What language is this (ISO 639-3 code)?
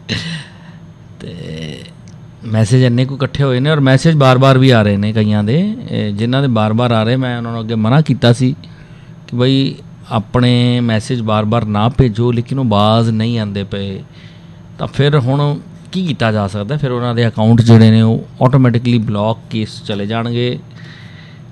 pan